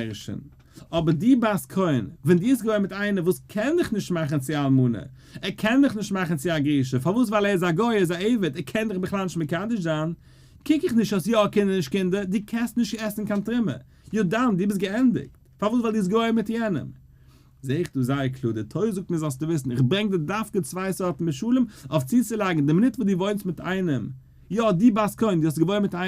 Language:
Yiddish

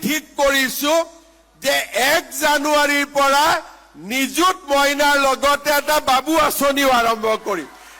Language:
Assamese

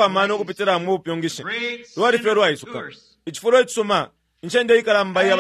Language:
Bemba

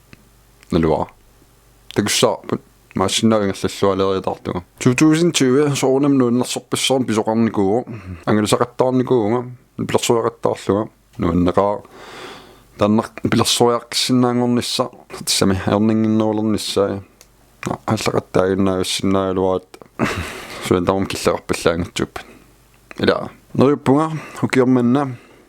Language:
Kalaallisut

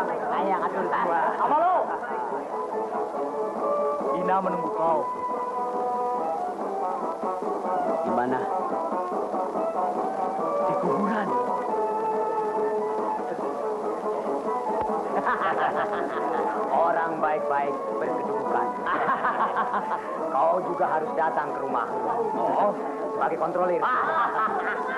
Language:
Indonesian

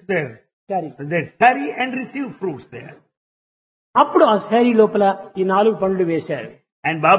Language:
Telugu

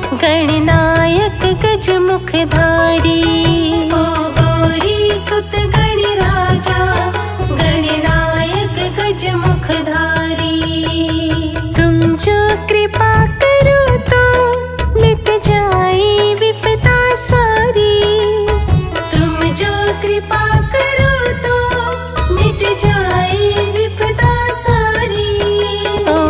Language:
Hindi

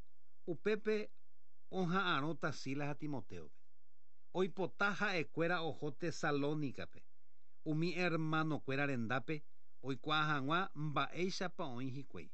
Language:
Guarani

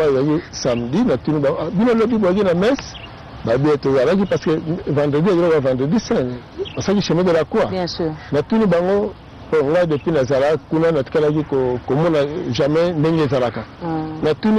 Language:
Lingala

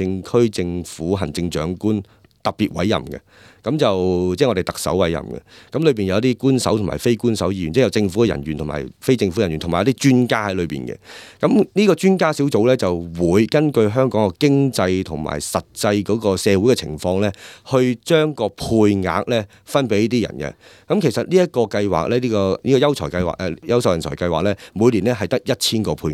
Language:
Cantonese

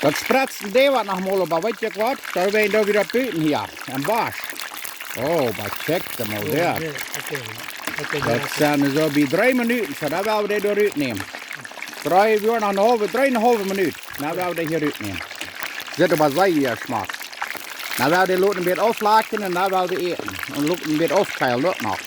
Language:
Plautdietsch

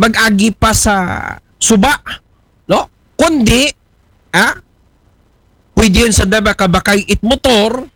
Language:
Aklanon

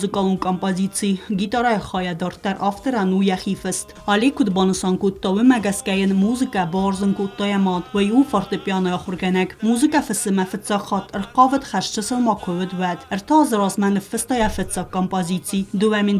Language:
Ossetic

